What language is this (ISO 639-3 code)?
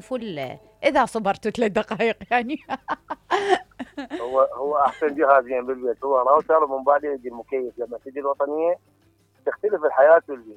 acm